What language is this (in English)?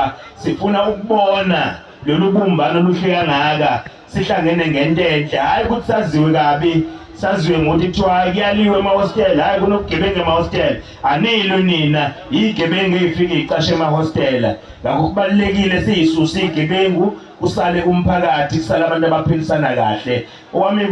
Zulu